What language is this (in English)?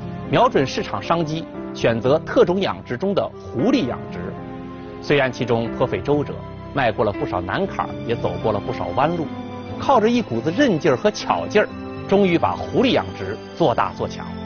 Chinese